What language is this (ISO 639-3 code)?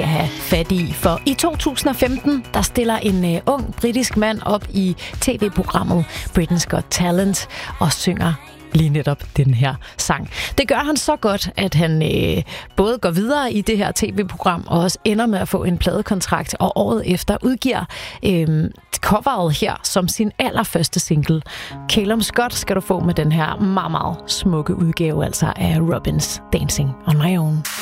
dan